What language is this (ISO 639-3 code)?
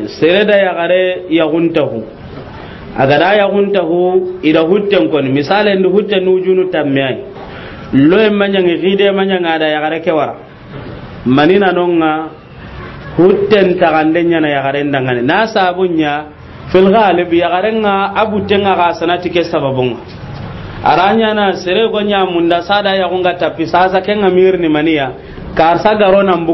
snk